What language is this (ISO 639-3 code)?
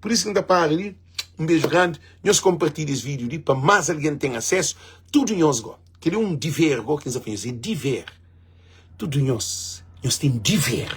kea